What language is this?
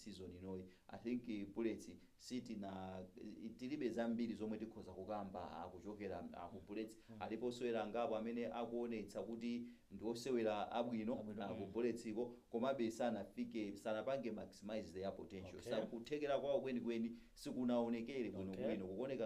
Nyanja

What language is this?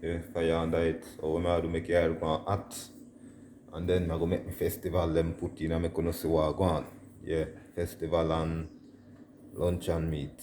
Jamaican Creole English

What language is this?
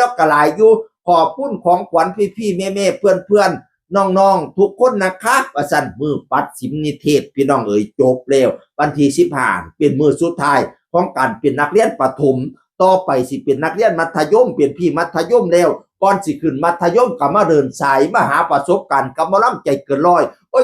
Northeastern Thai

